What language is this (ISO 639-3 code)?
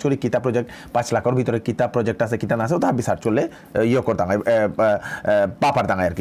bpy